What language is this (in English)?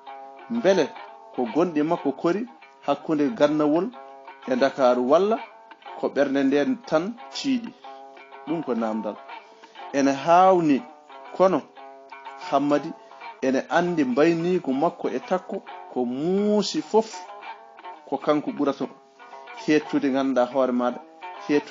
Fula